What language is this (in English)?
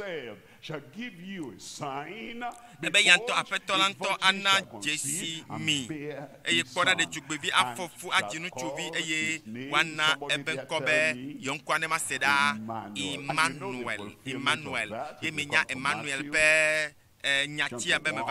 Ewe